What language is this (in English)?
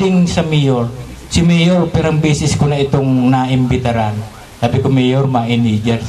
Bikol